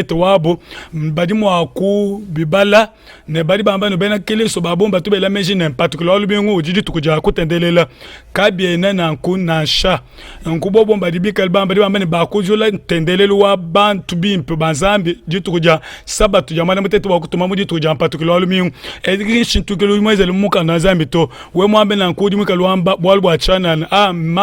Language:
Luba-Lulua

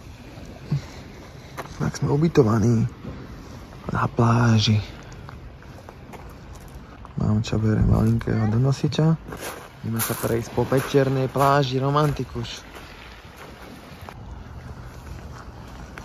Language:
Slovak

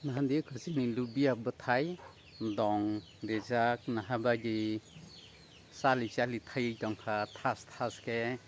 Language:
Kok Borok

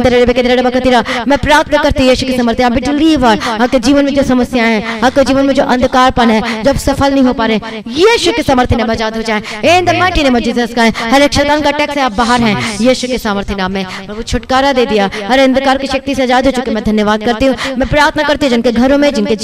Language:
Hindi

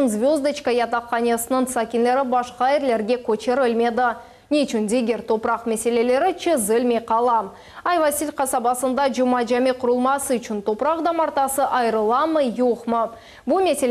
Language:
Crimean Tatar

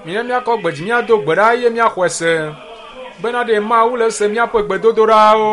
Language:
Ewe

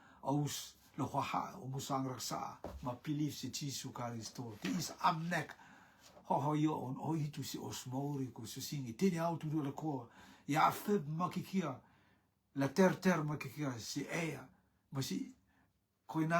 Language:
Rotuman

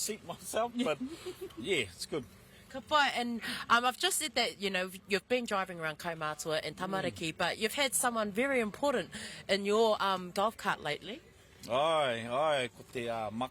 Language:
Māori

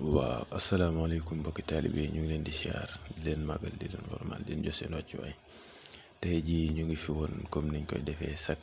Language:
Wolof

